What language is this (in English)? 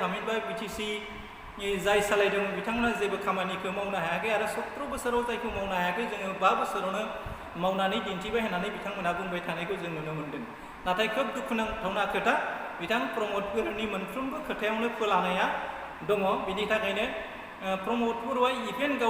Bodo